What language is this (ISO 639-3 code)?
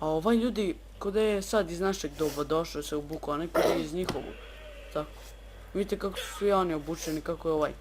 bos